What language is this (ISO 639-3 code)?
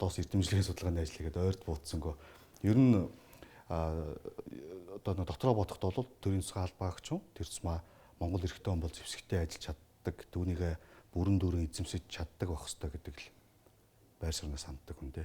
mon